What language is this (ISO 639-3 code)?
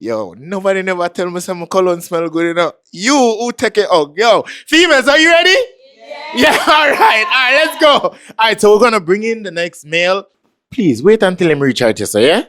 jam